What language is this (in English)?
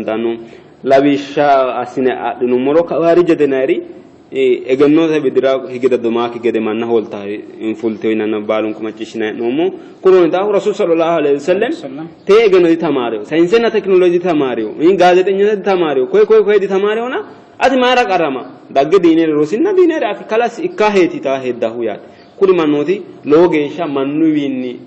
Sidamo